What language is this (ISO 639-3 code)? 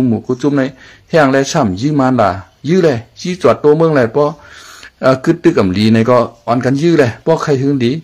shn